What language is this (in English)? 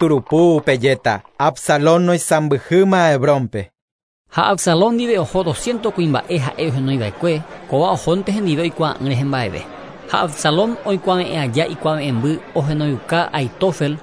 Guarani